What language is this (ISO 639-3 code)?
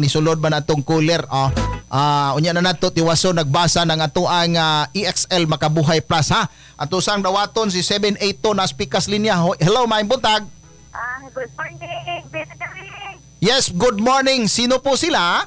ceb